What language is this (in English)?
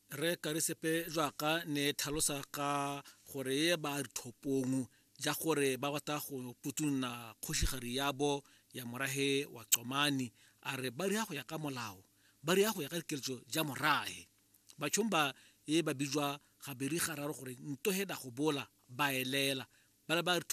Tswana